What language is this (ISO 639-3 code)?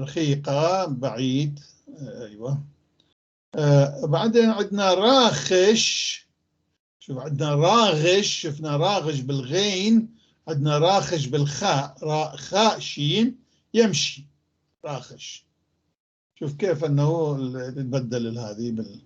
apc